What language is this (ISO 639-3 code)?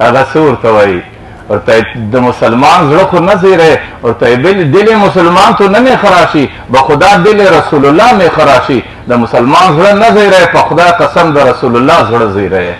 pus